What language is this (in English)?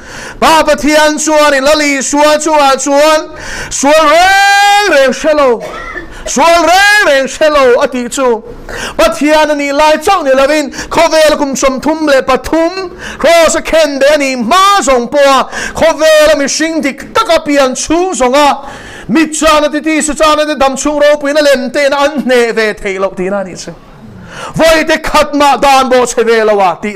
Mizo